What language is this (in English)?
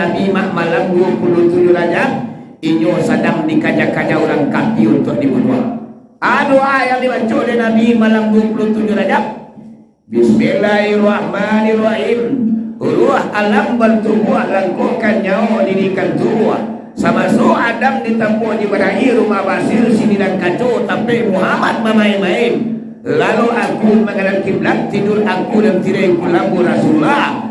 Minangkabau